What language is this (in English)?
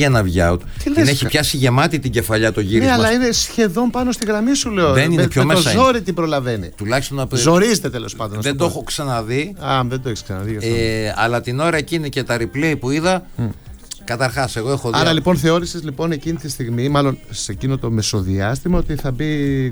Greek